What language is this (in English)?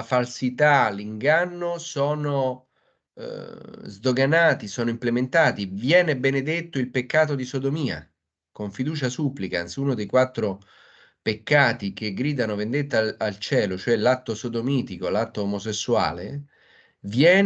Italian